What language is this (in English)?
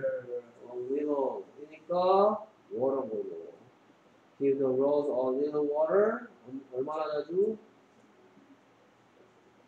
Korean